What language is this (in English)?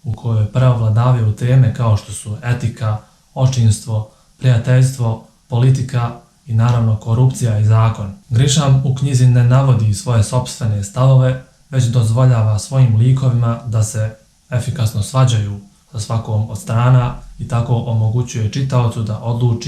Bosnian